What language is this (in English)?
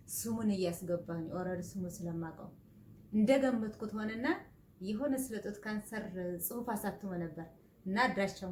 Amharic